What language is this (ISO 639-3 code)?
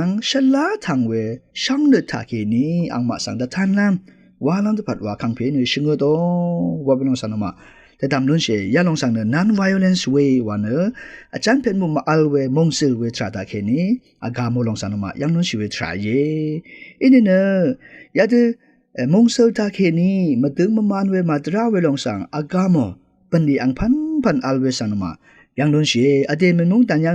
raw